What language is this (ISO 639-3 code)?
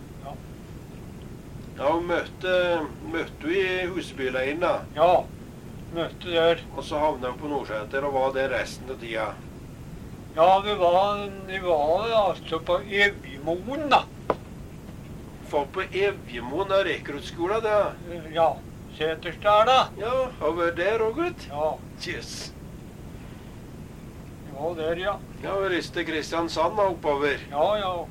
nor